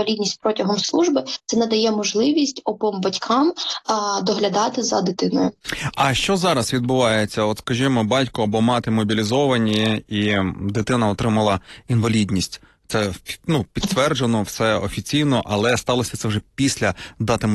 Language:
Ukrainian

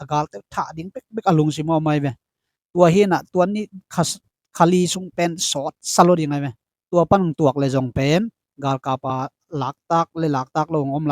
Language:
Tedim Chin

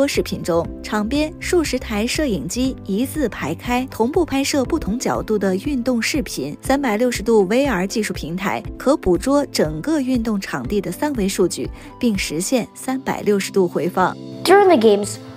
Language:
Chinese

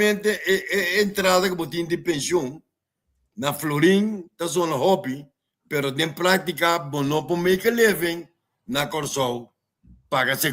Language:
Papiamento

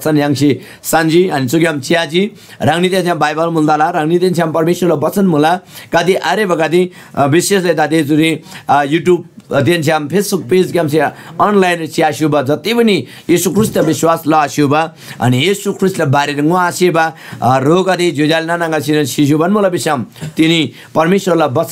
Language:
Eastern Tamang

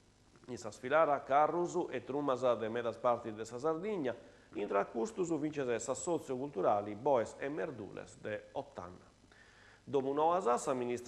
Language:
Sardinian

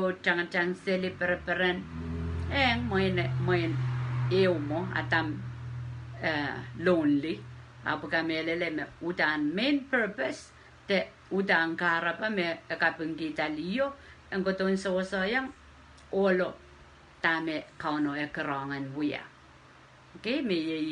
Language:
Pohnpeian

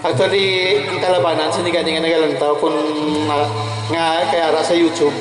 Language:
Hiligaynon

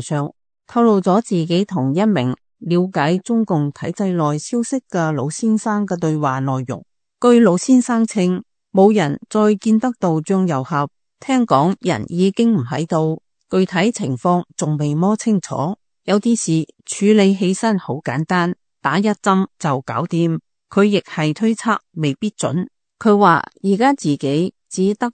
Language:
Cantonese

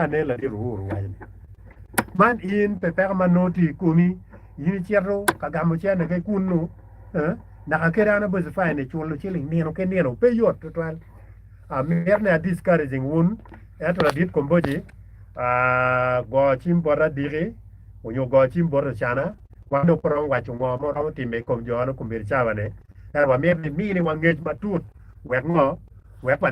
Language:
Acoli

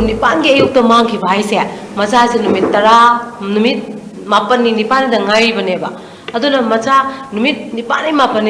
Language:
Manipuri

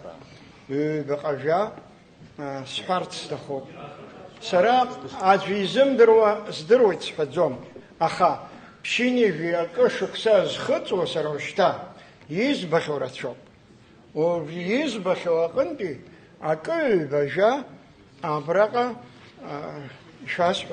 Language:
Abkhazian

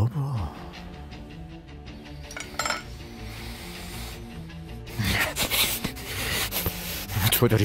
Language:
Persian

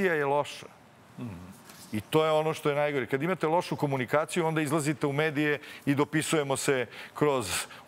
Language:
Serbian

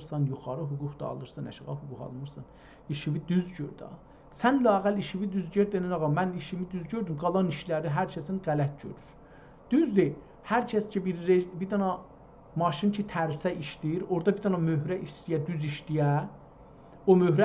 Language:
South Azerbaijani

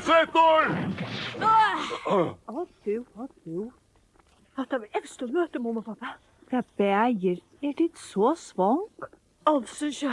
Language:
Faroese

